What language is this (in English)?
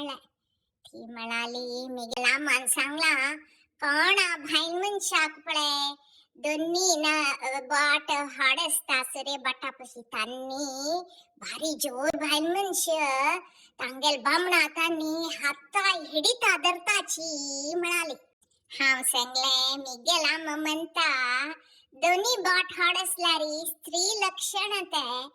Konkani